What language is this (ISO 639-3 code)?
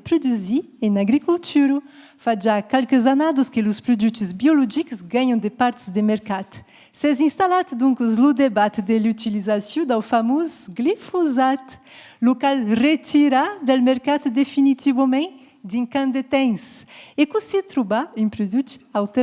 oci